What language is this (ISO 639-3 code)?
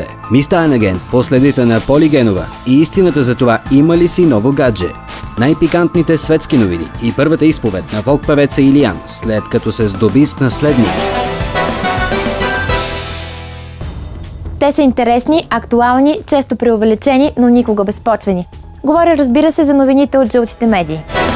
bul